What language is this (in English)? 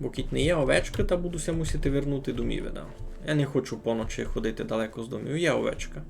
Rusyn